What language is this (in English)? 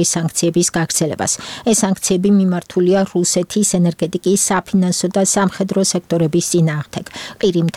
Georgian